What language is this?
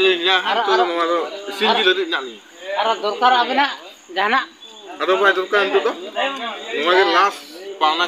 Santali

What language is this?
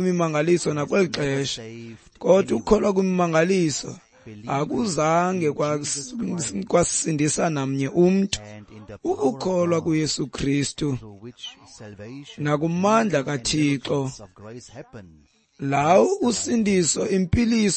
Xhosa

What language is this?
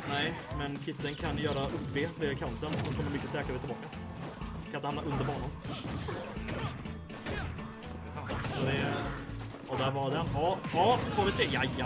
Swedish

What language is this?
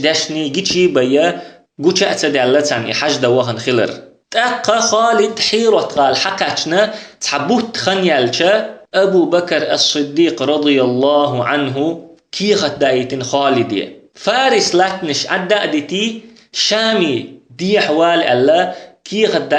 Chechen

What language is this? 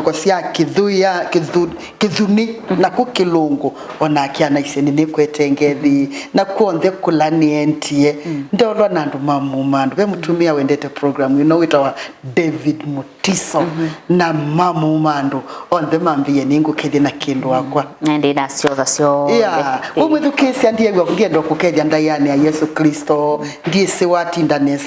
Kamba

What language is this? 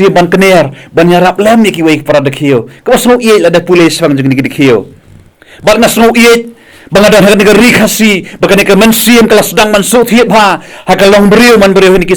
Khasi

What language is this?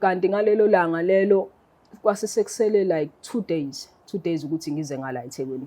Zulu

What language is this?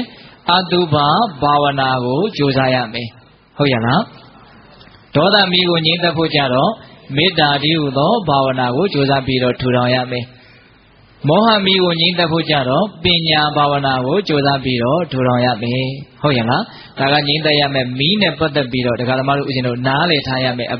Burmese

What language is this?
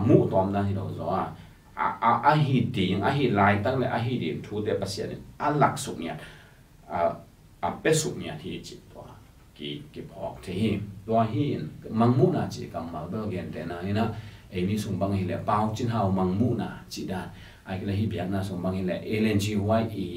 Tedim Chin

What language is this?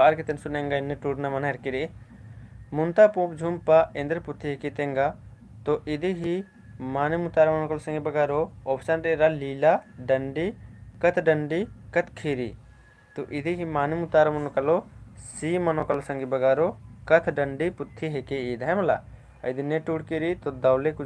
Kurukh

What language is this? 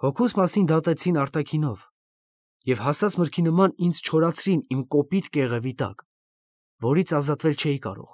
Armenian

